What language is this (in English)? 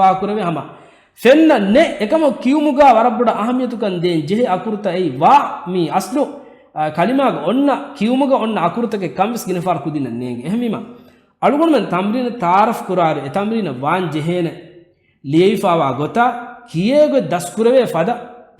Divehi